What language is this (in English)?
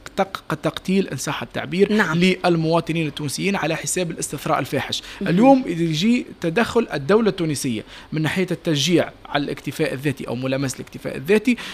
Tunisian Arabic